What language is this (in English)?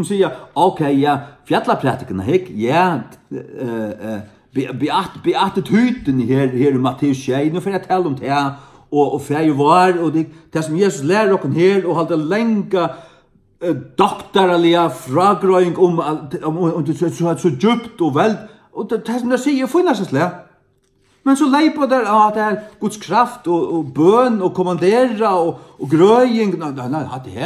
Faroese